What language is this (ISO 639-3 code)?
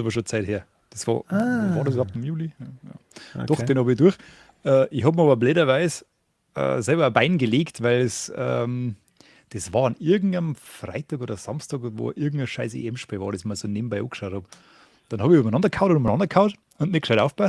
bar